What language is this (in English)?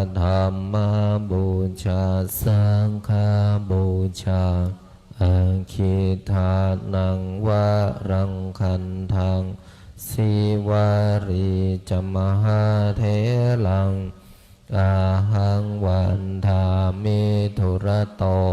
Pali